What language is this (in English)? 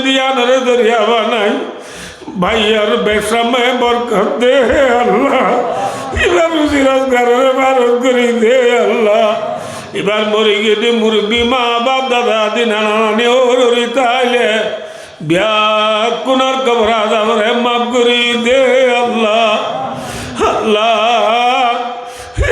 Rohingya